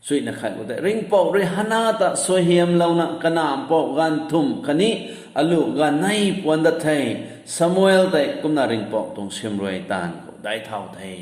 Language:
Rongmei Naga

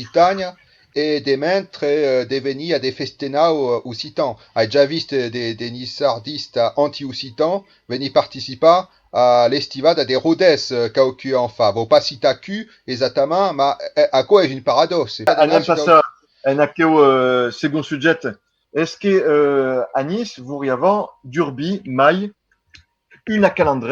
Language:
Occitan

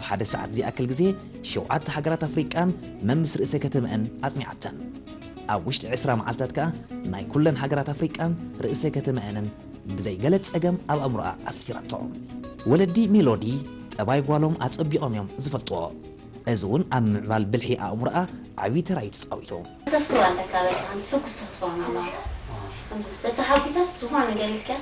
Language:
Tigrinya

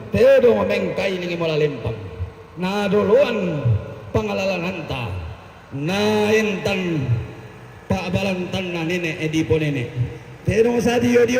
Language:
Toraja-Sa'dan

